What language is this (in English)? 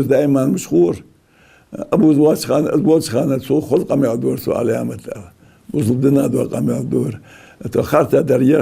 Ingush